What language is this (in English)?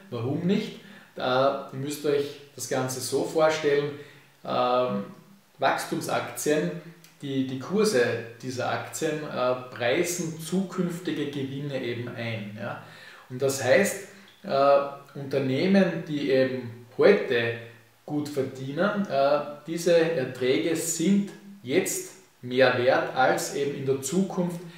German